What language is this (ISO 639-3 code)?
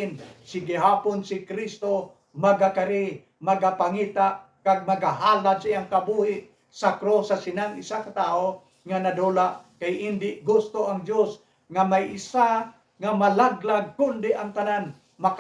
hil